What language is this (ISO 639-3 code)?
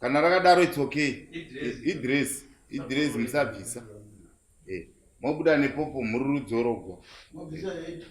sna